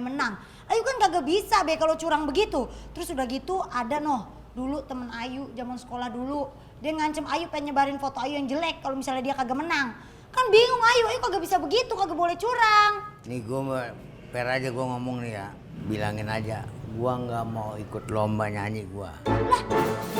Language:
Betawi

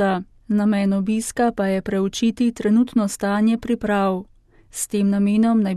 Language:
Slovenian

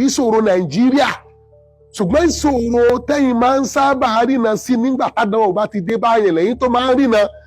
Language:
Yoruba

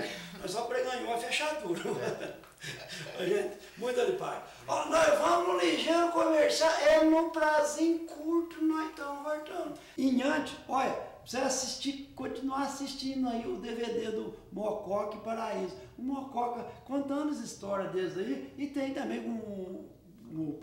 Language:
Portuguese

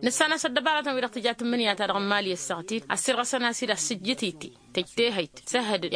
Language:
Tamasheq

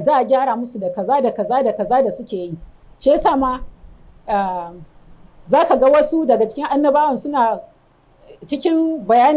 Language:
Hausa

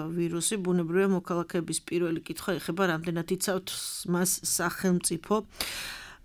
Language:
Georgian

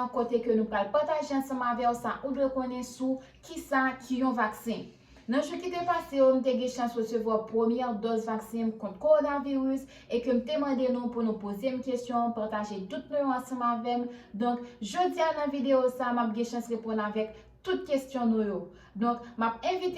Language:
Haitian Creole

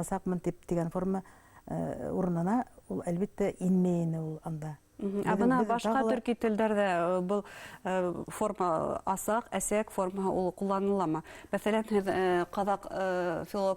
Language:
Bashkir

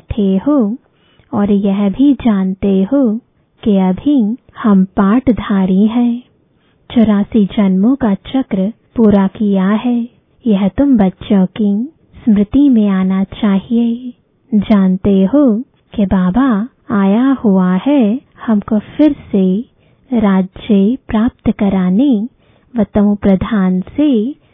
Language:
Hindi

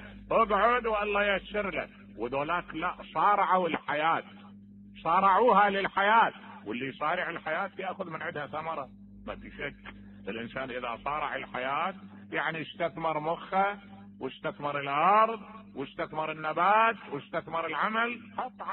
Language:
Mesopotamian Arabic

